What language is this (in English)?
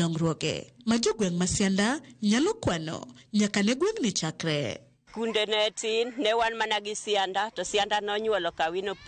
Luo (Kenya and Tanzania)